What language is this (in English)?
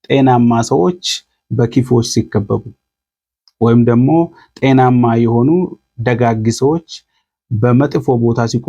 Amharic